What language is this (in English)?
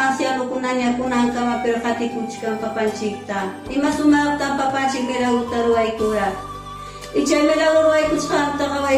Ayacucho Quechua